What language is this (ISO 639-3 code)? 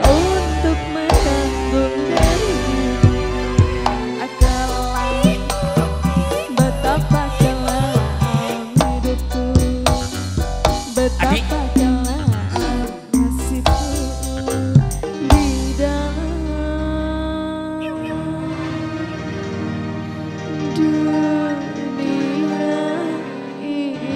ind